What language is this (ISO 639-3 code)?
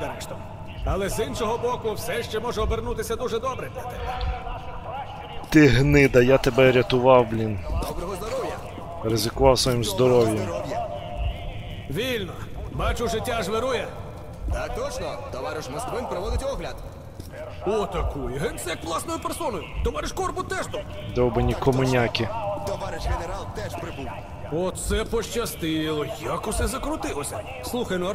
ukr